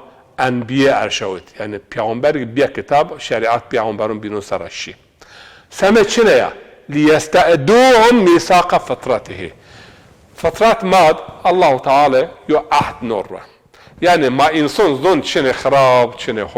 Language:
Zaza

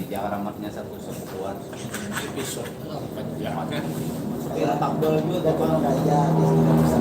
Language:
Banjar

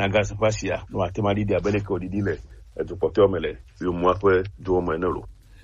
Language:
Gen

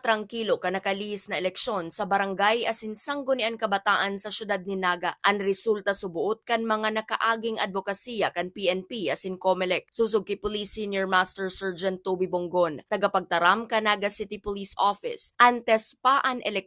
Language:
Bikol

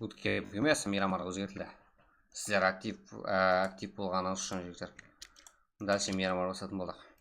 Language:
Kara-Kalpak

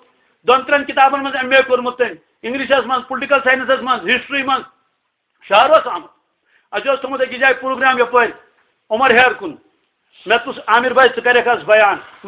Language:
Kashmiri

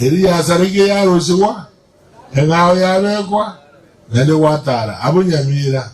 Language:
Gusii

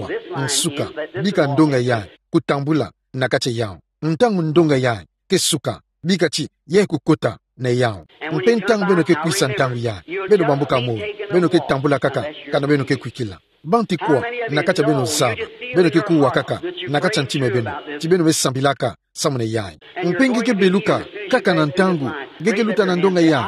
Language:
Kituba (Democratic Republic of Congo)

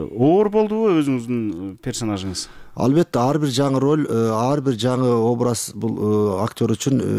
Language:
Kyrgyz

